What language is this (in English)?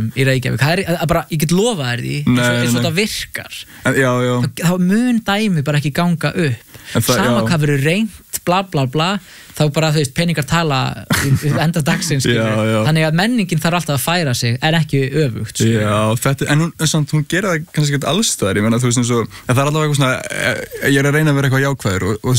Icelandic